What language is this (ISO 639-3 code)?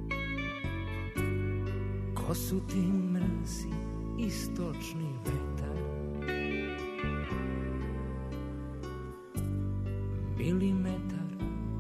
srp